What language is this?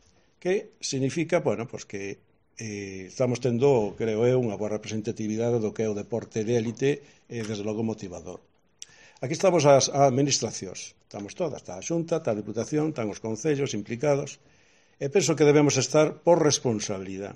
Galician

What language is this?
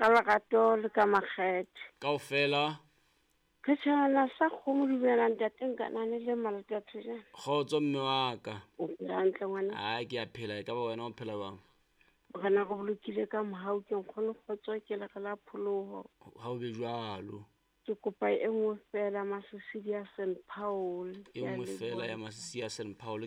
Southern Sotho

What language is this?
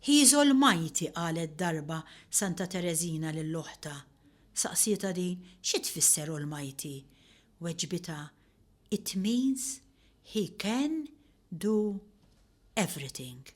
Maltese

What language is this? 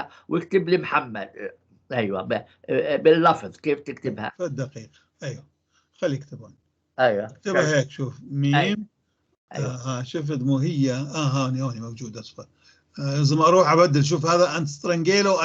North Levantine Arabic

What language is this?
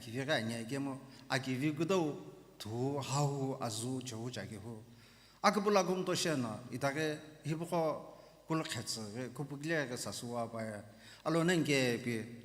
Sumi Naga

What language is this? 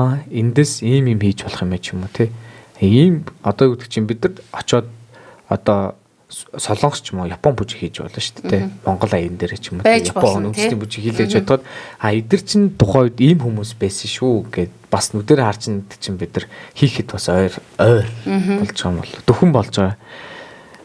Mongolian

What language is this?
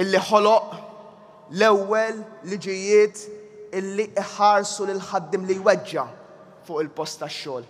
Maltese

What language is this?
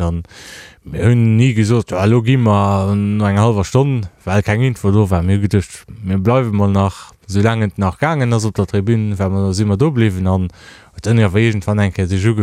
Luxembourgish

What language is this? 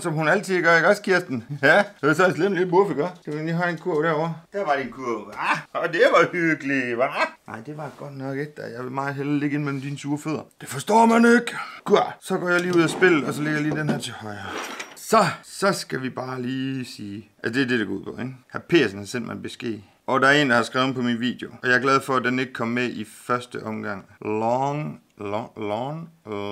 Danish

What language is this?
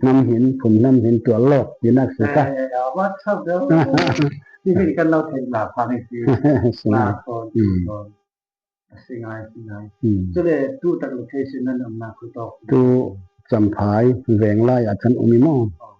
Falam Chin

